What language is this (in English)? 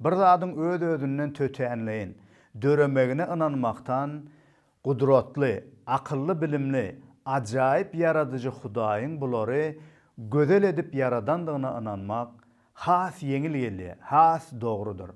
Turkmen